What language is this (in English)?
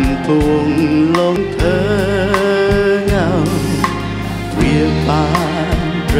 Thai